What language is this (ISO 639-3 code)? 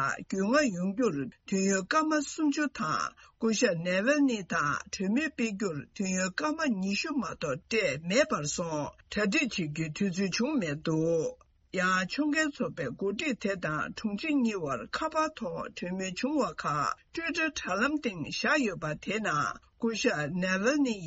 bod